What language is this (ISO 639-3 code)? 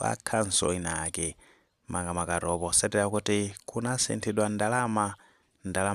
nya